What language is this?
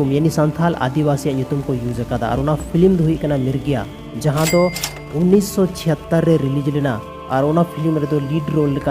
Santali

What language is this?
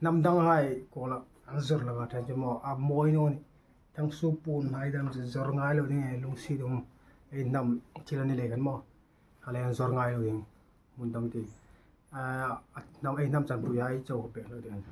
Hmar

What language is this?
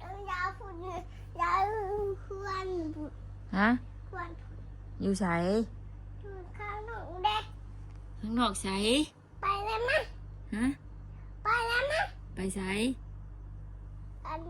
Northeastern Thai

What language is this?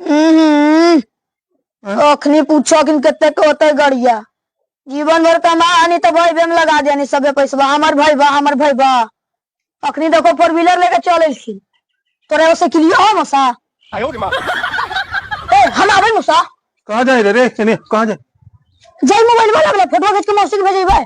Magahi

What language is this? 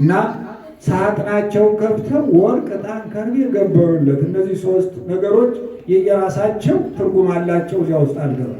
Amharic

